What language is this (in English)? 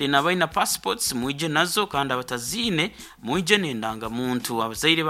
Nyankole